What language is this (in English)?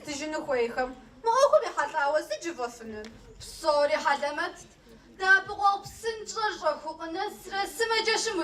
Kabardian